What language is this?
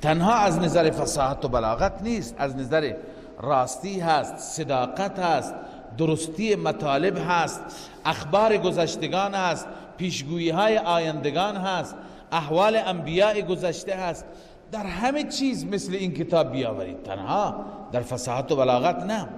Persian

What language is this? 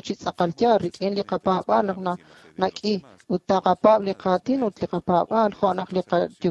Kekchí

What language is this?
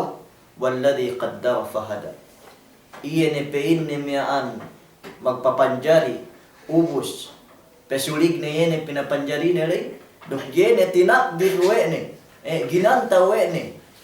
Yakan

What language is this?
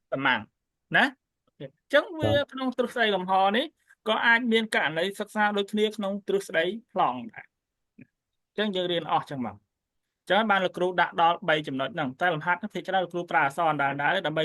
Khmer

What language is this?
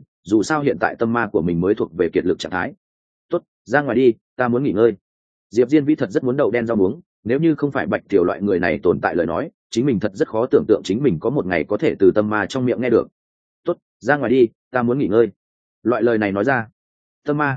Vietnamese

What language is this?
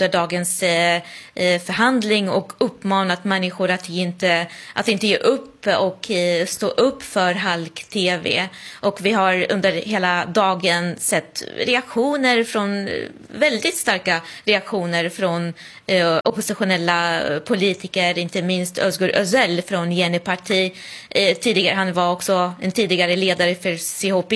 Swedish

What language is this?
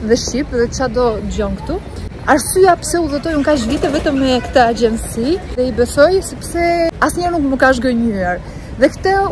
Albanian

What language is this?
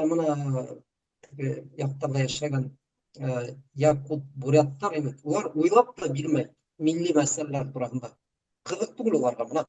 Bashkir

